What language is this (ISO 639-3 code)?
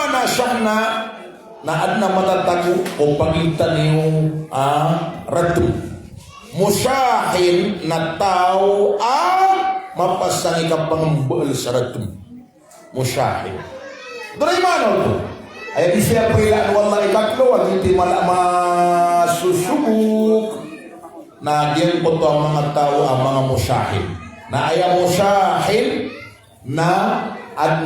mrw